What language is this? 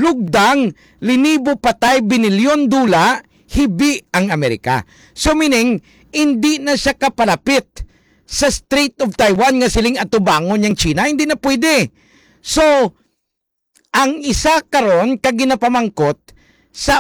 Hiligaynon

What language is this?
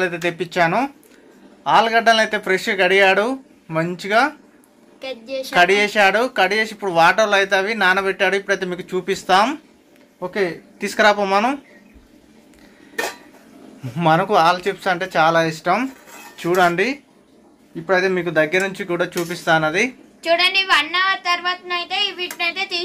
Telugu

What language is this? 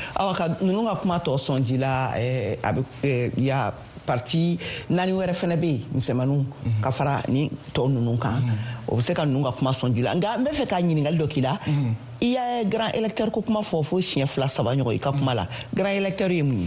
Bambara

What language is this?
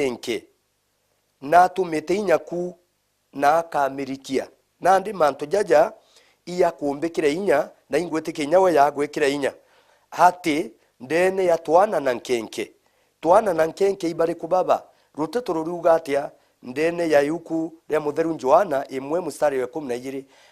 Meru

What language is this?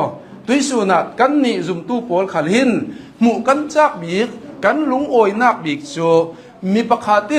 Hakha Chin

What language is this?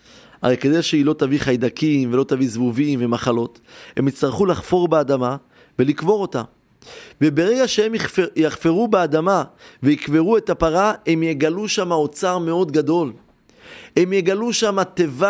Hebrew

